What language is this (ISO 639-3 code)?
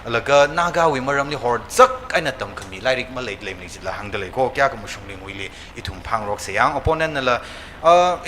nmf